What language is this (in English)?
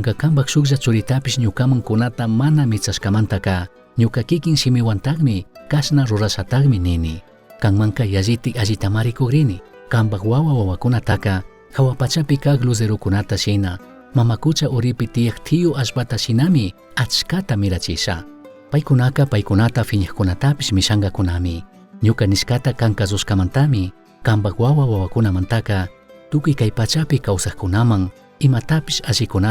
Chimborazo Highland Quichua